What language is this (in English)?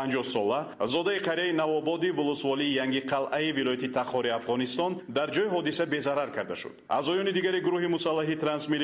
Tajik